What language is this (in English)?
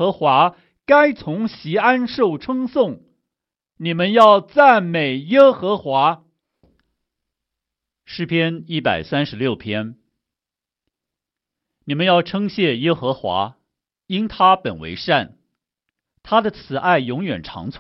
Chinese